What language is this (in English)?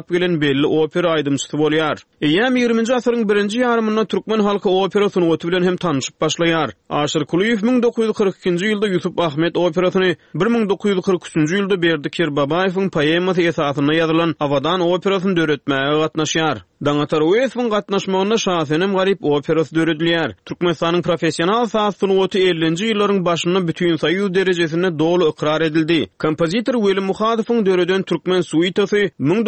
Turkmen